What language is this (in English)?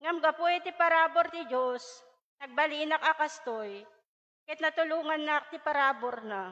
Iloko